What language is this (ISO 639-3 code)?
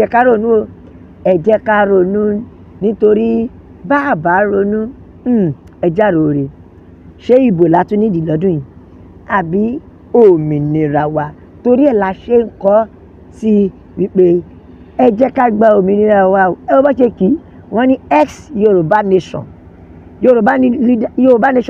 yor